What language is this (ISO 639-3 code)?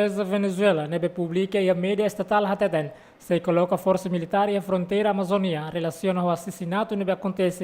tet